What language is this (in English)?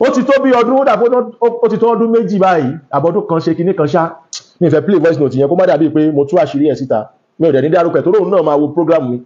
Yoruba